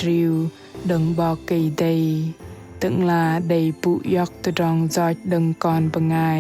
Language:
Bahnar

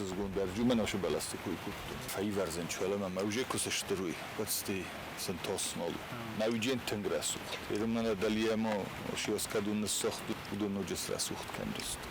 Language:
Ossetic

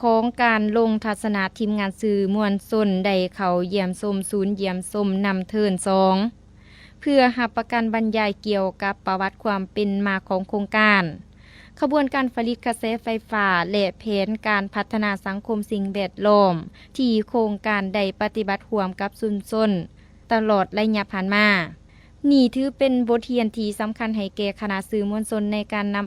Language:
Lao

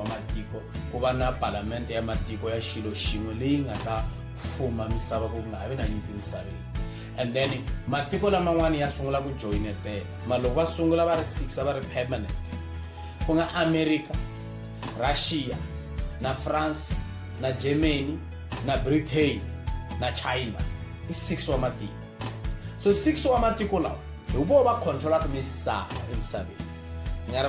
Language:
Tsonga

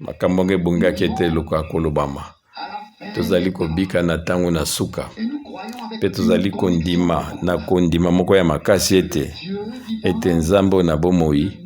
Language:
Lingala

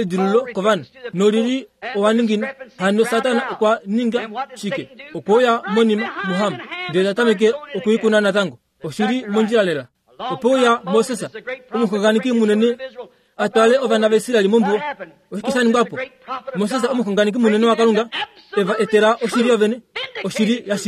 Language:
Kuanyama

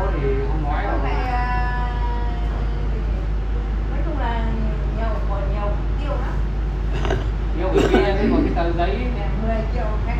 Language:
Vietnamese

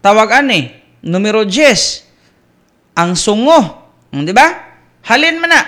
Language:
Cebuano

